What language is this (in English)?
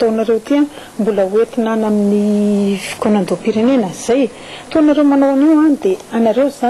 Malagasy